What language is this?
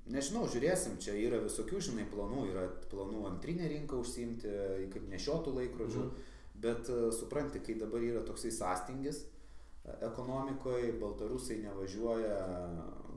Lithuanian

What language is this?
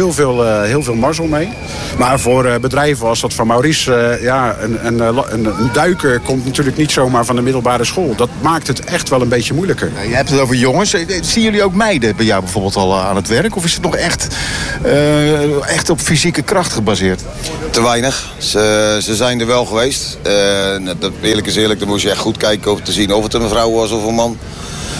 Dutch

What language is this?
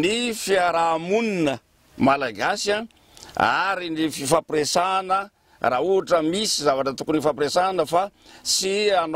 Malagasy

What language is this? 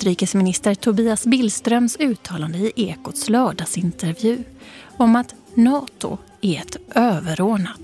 Swedish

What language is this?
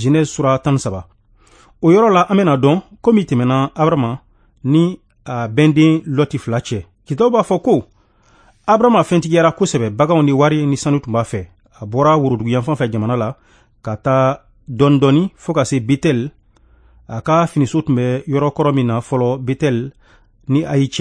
Bambara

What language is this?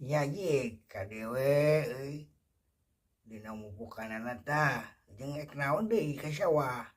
Sundanese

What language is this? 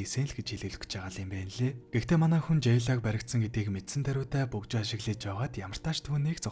Mongolian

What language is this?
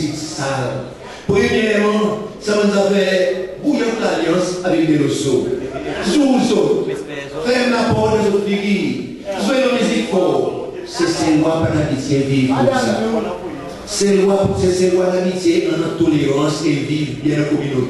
Seselwa Creole French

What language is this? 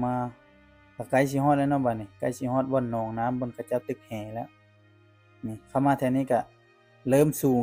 Lao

